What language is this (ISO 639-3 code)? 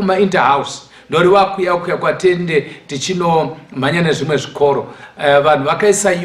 sna